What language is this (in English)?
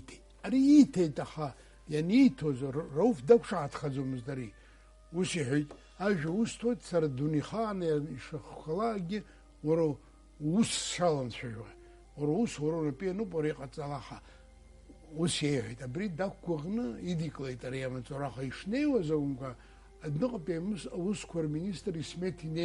Abkhazian